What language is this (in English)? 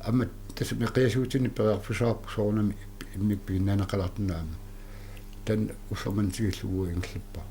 Kalaallisut